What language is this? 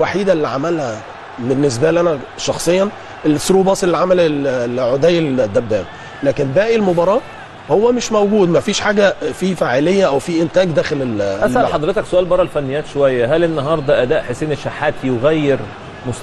Egyptian Arabic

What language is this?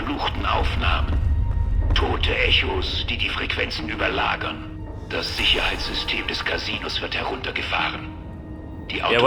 Bavarian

